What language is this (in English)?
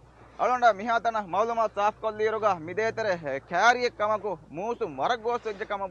Divehi